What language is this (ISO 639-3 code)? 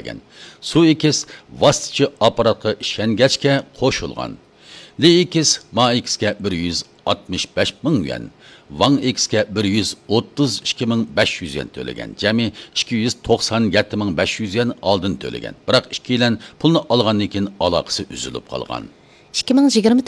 uig